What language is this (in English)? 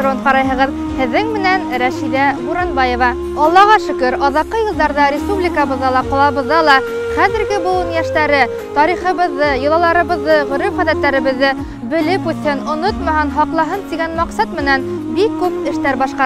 Bashkir